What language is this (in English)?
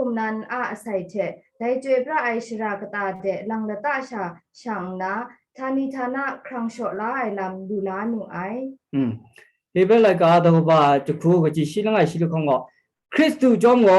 Kachin